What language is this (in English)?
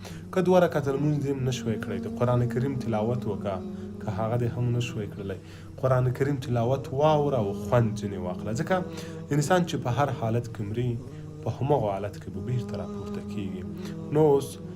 Pashto